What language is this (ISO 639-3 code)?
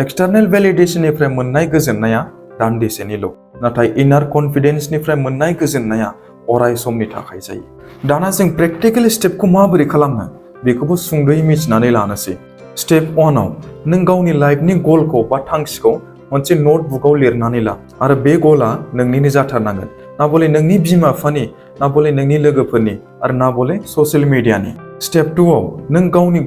brx